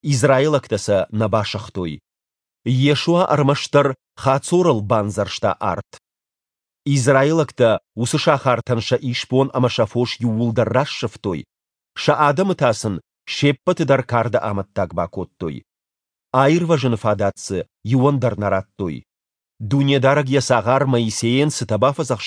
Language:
Ossetic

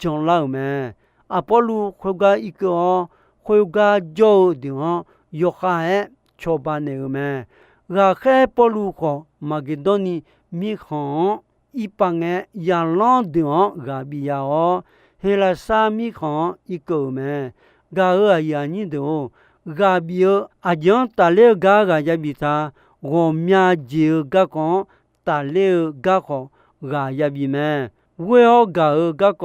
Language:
Akha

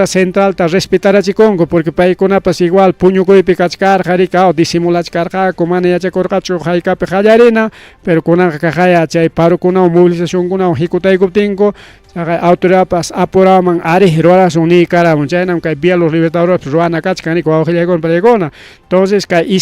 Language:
Ayacucho Quechua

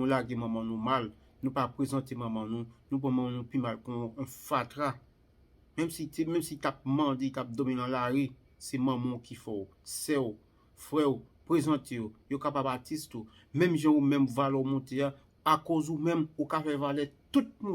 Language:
Haitian Creole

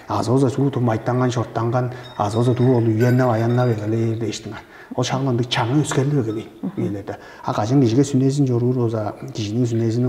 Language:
Tuvinian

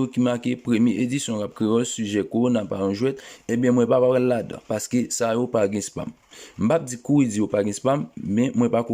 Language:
Haitian Creole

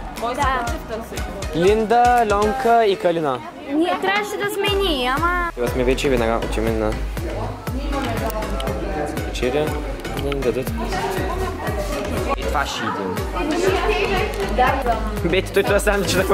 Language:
Bulgarian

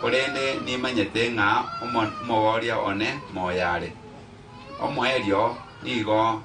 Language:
Gusii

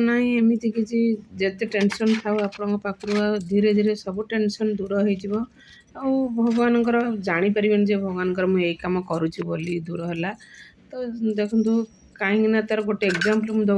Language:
Odia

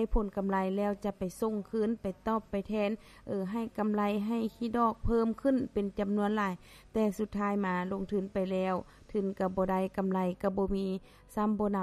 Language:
Lao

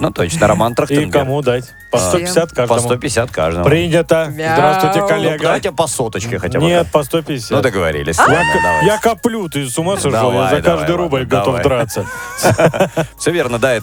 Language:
Russian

